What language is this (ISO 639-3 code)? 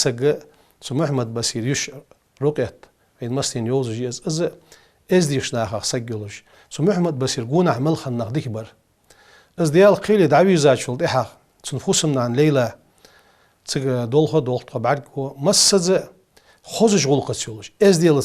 inh